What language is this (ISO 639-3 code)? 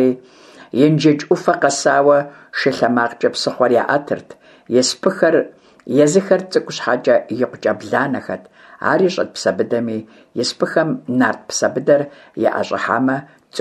kbd